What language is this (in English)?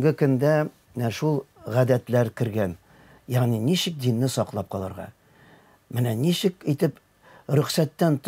Tatar